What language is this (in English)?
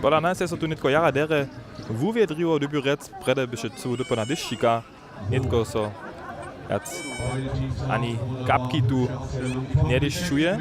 Upper Sorbian